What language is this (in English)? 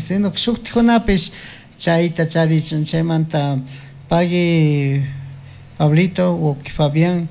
Chimborazo Highland Quichua